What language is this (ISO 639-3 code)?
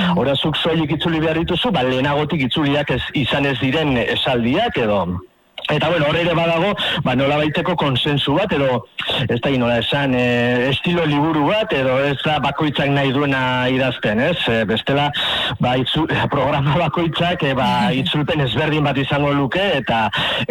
eus